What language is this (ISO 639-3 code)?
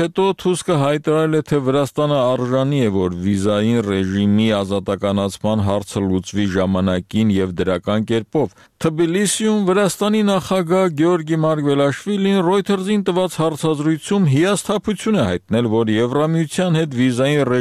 hye